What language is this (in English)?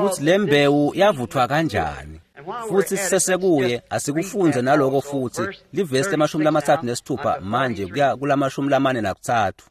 Swati